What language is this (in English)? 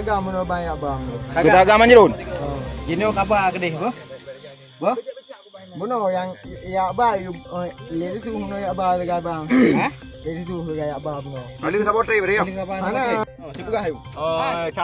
Achinese